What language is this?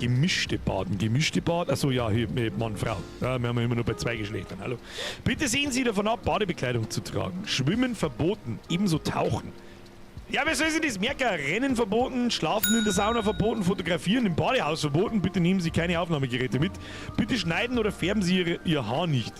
Bavarian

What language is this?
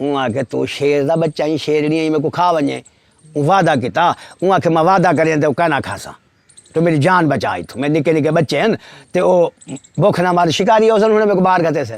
Saraiki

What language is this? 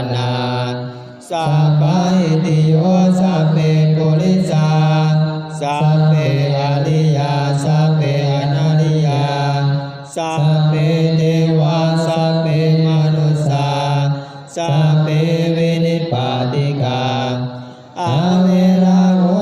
Pali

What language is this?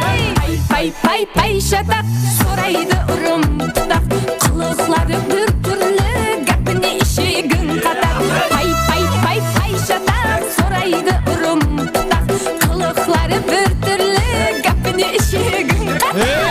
Kara-Kalpak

